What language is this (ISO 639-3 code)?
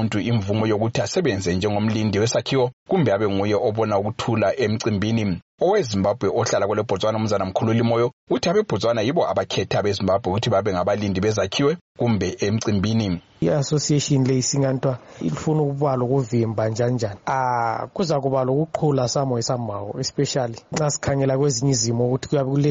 nde